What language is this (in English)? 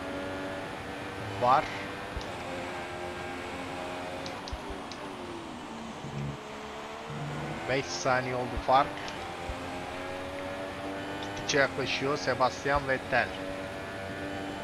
Turkish